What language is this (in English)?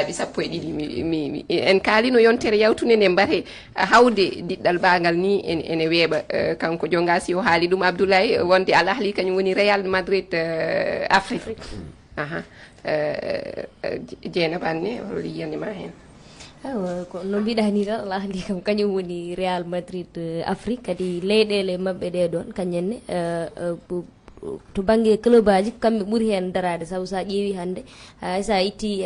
Fula